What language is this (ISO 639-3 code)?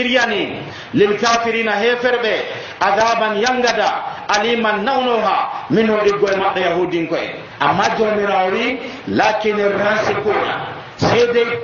fuv